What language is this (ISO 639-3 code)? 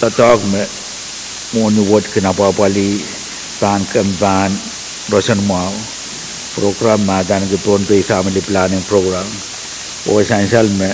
pon